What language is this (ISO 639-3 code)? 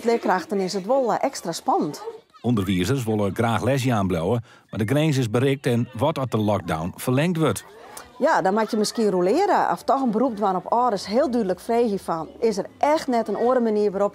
fry